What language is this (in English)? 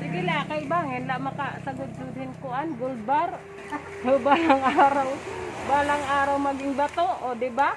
Waray